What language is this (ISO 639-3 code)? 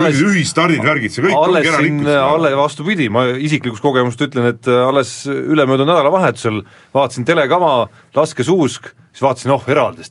est